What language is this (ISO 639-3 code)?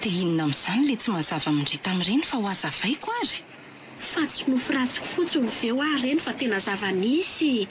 mlg